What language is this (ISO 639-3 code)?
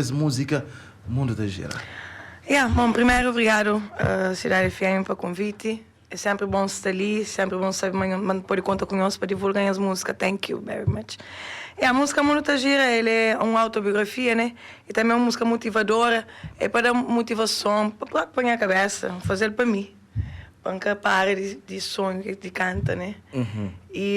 kea